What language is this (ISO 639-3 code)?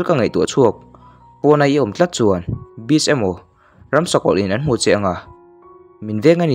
lus